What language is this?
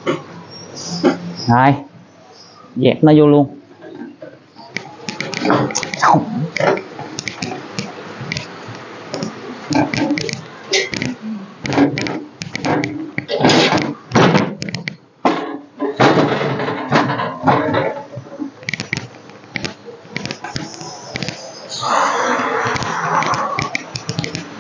Vietnamese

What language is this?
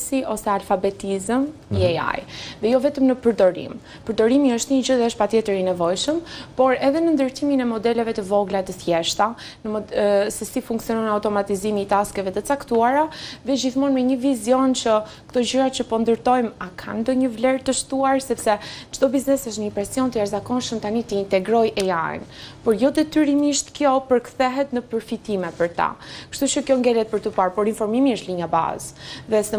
Albanian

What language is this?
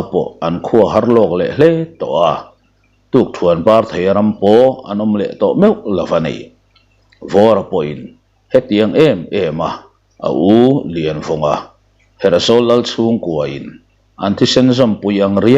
Mizo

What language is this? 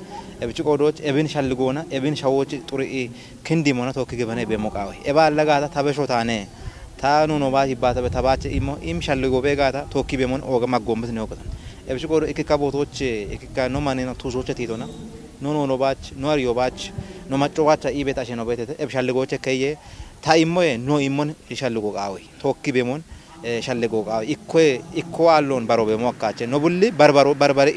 Kafa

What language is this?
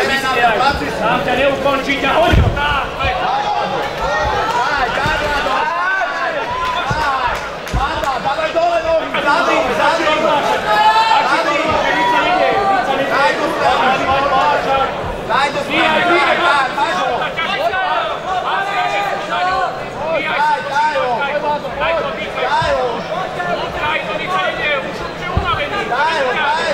Slovak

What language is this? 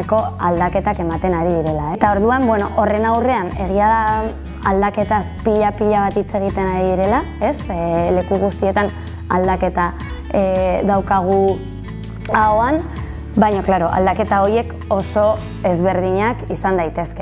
Basque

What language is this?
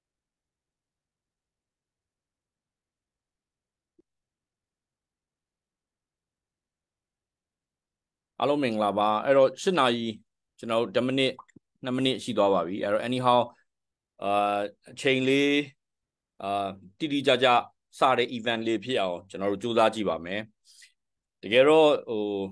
Burmese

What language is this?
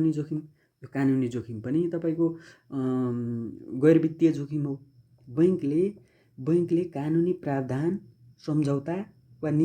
Nepali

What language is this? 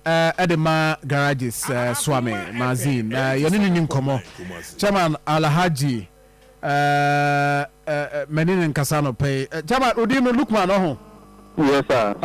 Akan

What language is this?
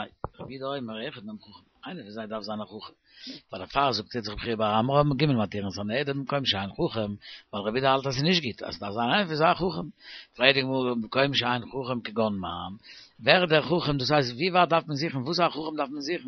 Yiddish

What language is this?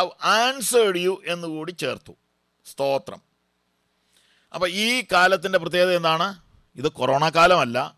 Malayalam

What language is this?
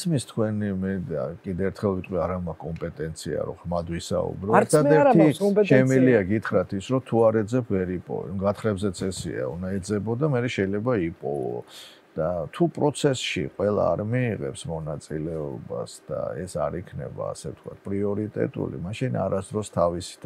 Georgian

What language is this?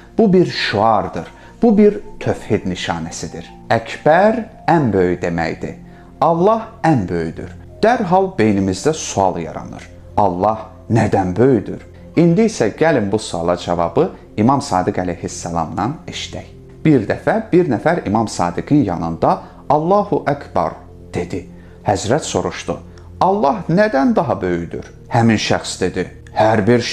Azerbaijani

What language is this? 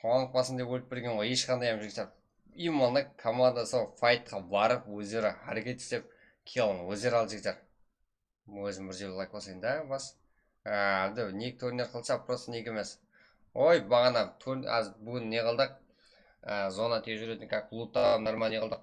Kara-Kalpak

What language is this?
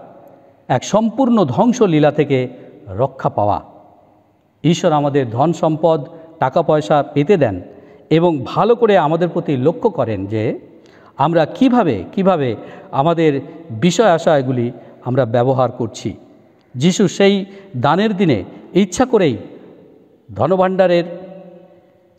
Bangla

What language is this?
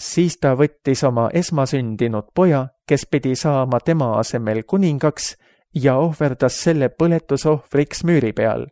Estonian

